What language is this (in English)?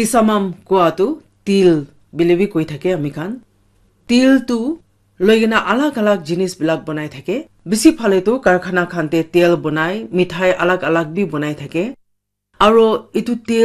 Naga Pidgin